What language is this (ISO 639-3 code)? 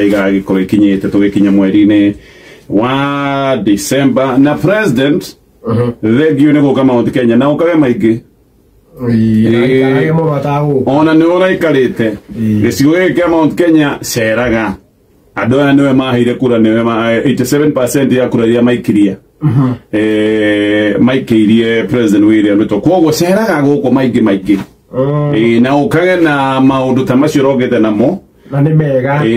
kik